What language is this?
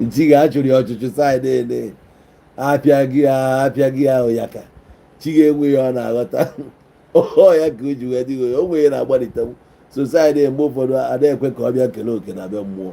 Igbo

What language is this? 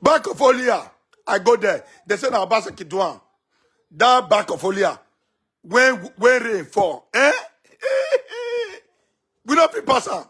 Nigerian Pidgin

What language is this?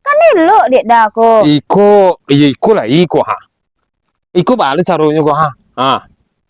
Minangkabau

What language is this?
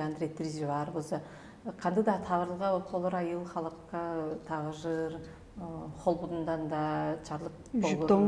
Tuvinian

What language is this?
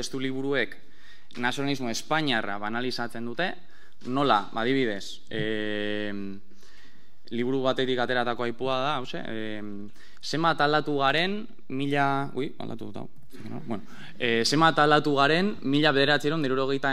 Basque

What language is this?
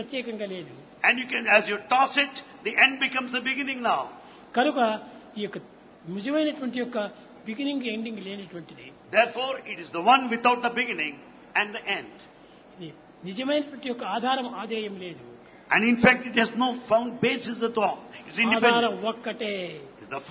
Telugu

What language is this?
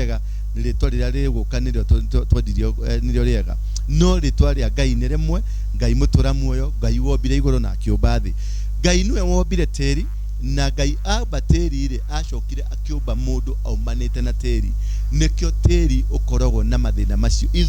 Kikuyu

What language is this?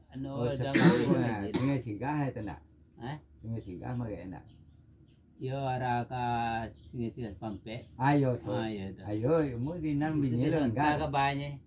Minangkabau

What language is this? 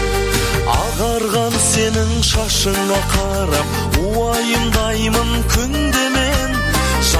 Kazakh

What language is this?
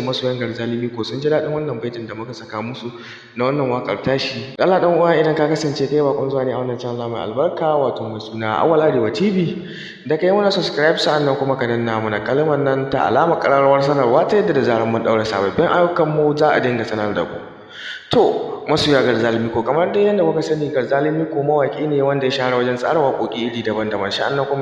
Hausa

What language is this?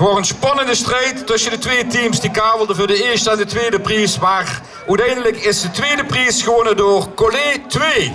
Limburgish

